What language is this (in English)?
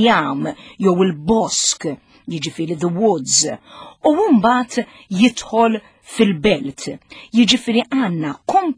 Maltese